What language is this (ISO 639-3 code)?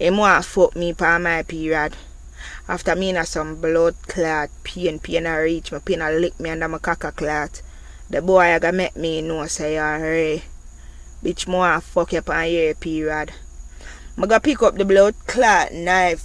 jam